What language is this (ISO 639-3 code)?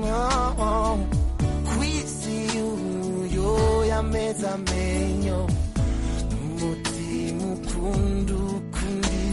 kin